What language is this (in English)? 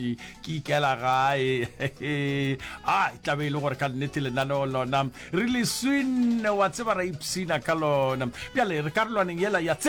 Northern Sotho